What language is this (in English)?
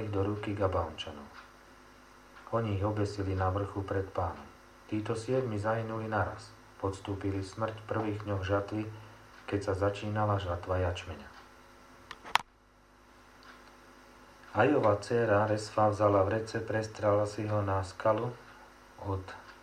Slovak